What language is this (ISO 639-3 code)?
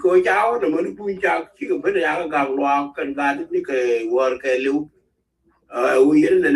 nus